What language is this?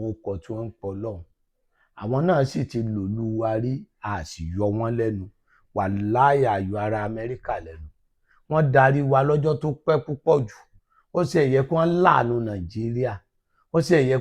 Yoruba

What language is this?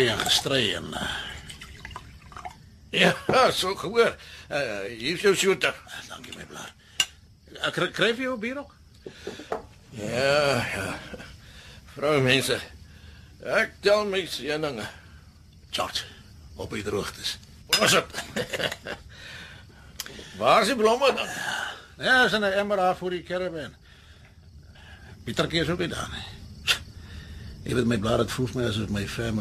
Afrikaans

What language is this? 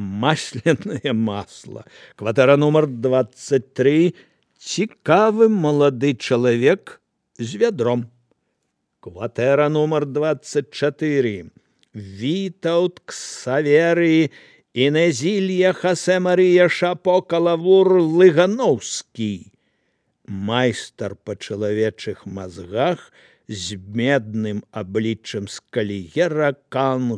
Belarusian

